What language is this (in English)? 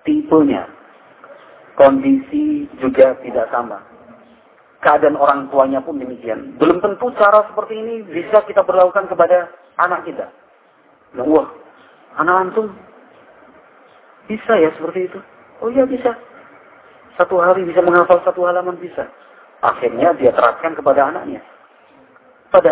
Indonesian